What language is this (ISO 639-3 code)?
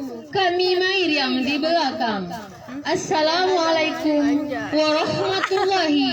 min